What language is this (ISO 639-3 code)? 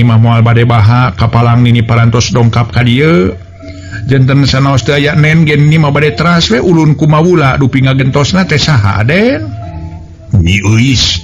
sun